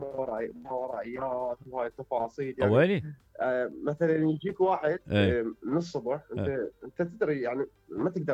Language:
Mesopotamian Arabic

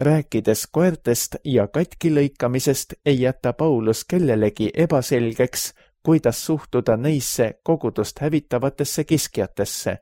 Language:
Estonian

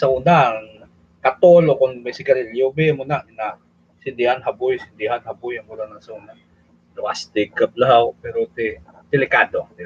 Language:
Hiligaynon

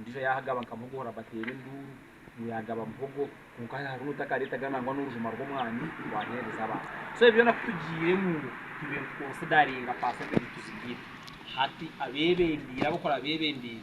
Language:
Nyankole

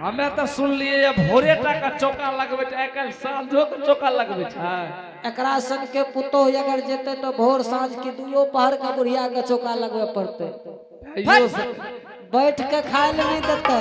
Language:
Angika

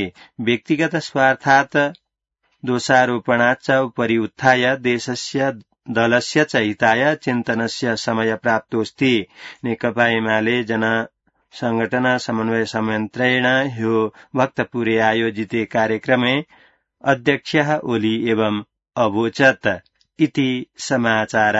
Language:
Sanskrit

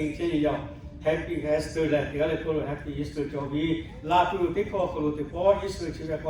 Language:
Lahu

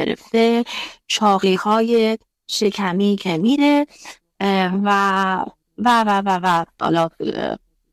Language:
Persian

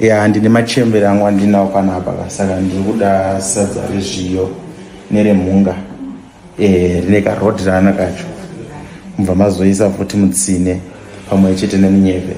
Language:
Shona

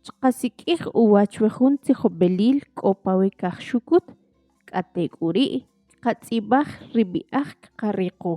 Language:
Kʼicheʼ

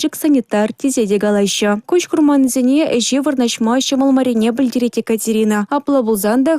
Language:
Chuvash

